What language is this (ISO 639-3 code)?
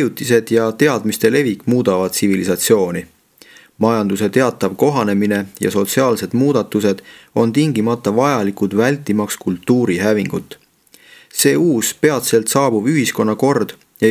est